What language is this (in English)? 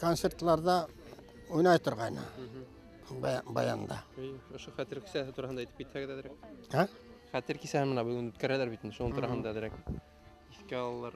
Bashkir